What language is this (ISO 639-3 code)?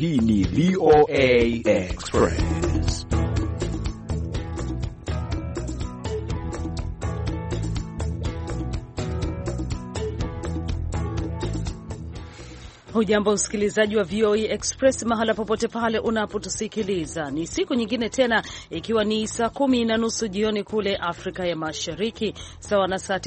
swa